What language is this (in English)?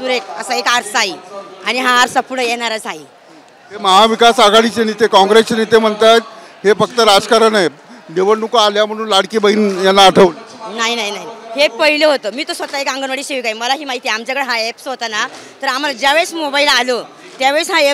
Marathi